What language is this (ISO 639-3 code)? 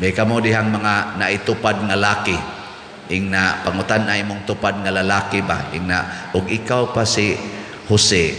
ceb